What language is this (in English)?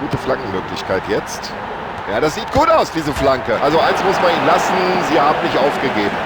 Bavarian